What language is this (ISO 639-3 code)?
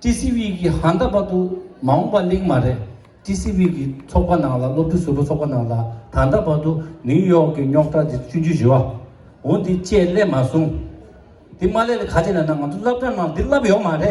bod